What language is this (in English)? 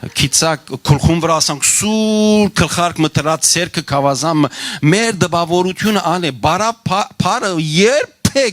Western Armenian